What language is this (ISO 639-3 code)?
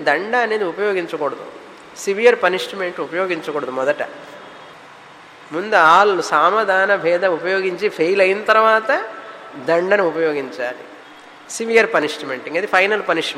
tel